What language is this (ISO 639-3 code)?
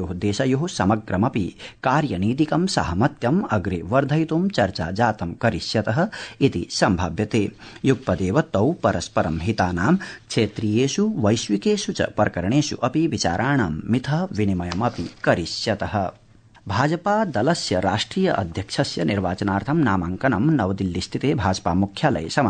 san